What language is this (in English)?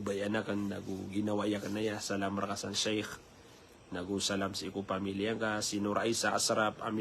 Maranao